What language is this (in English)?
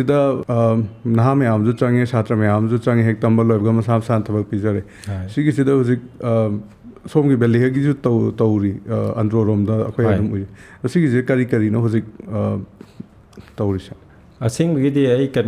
Manipuri